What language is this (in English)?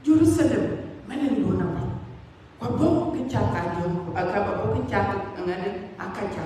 Dinka